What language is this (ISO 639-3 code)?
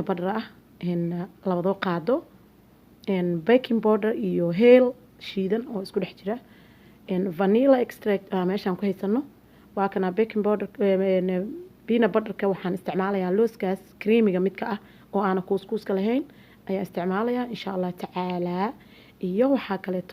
som